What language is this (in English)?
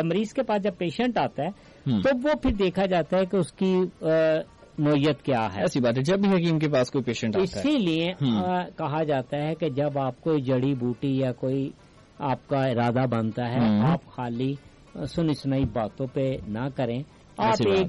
Urdu